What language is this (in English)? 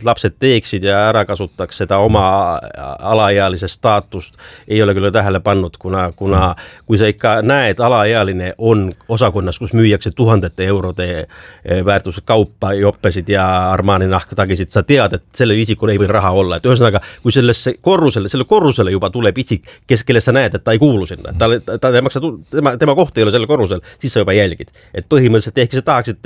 Estonian